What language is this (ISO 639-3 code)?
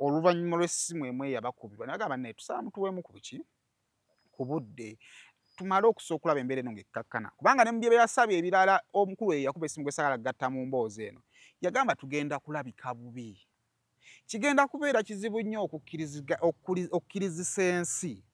lug